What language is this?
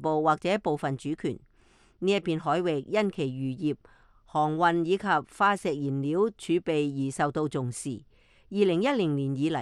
Cantonese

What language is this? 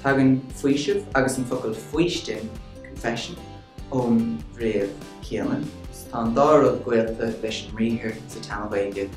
Irish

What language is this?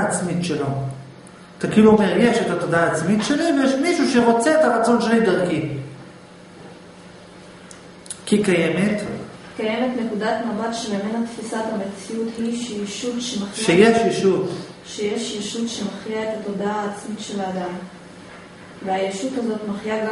Hebrew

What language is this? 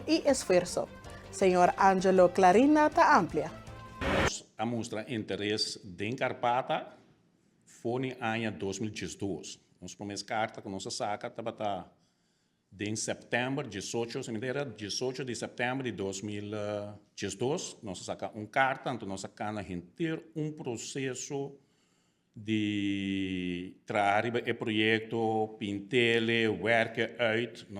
Papiamento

